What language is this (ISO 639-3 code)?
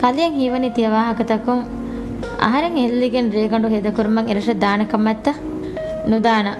div